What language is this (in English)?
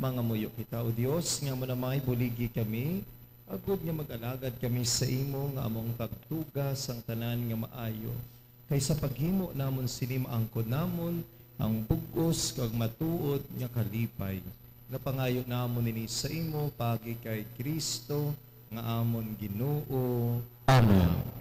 Hiligaynon